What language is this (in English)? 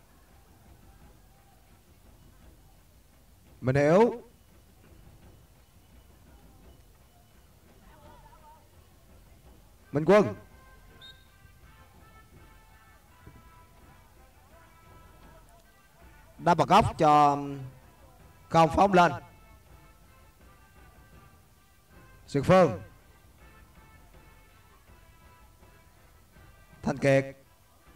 Vietnamese